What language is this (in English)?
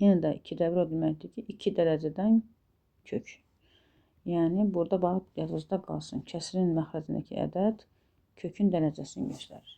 Azerbaijani